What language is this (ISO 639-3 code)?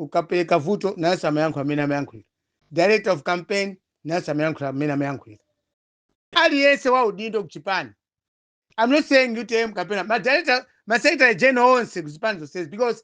nya